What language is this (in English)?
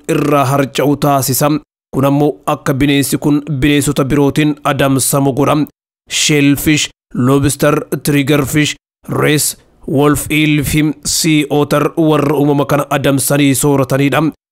Oromo